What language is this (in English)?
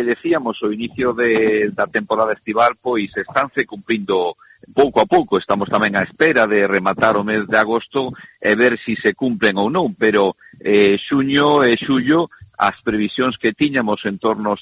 Galician